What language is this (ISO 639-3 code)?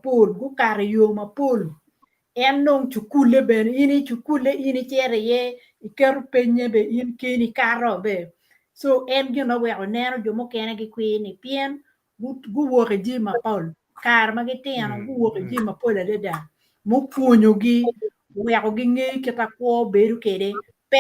ach